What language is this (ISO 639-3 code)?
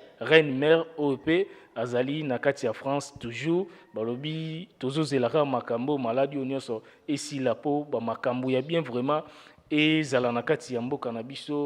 lin